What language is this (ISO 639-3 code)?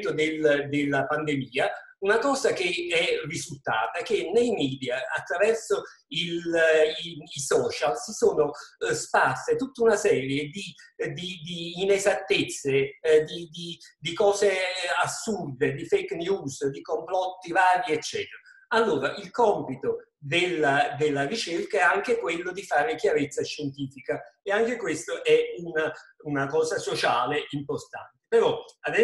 ita